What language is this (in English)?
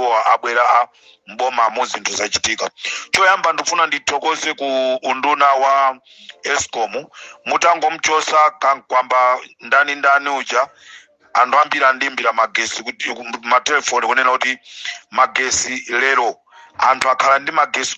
Nyanja